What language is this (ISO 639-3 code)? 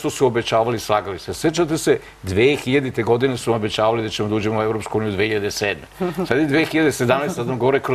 srp